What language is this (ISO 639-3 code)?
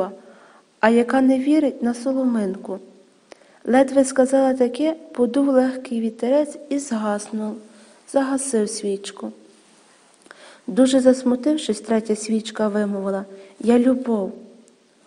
ukr